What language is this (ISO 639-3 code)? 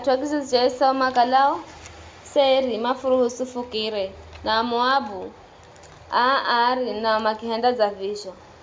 nyf